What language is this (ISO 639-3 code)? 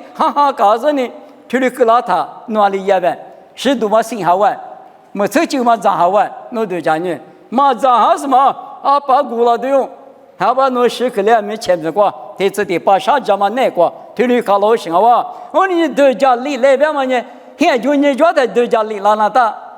lis